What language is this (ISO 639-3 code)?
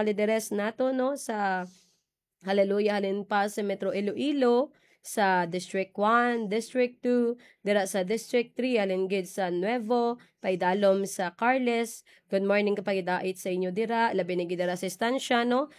hil